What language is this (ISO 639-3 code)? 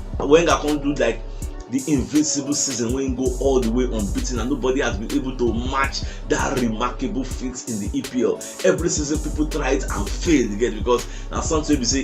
pcm